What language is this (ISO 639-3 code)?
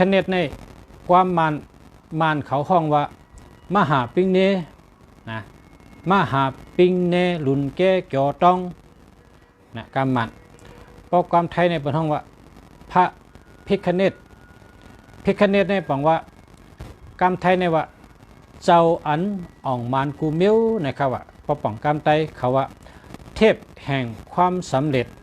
shn